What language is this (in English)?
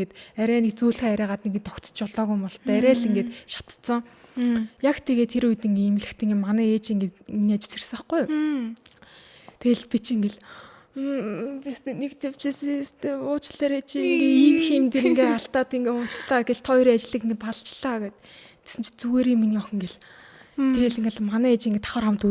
Mongolian